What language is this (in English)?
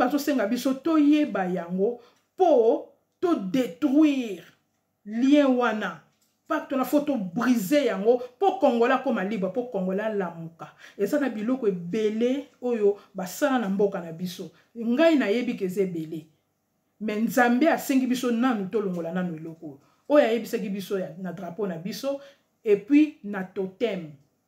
Lingala